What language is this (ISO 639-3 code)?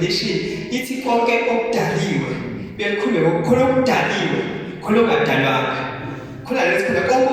zul